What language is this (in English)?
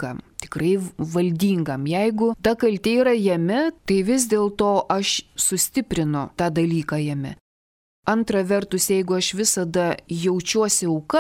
Lithuanian